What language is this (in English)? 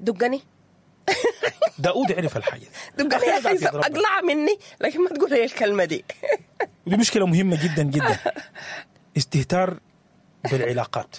Sudanese Arabic